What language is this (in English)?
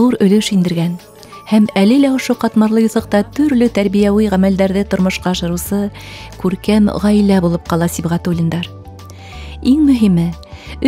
Bashkir